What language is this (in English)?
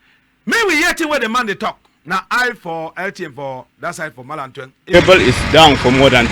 Cameroon Pidgin